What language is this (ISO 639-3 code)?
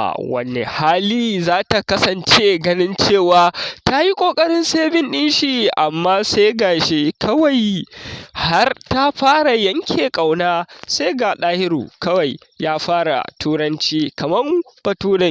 hau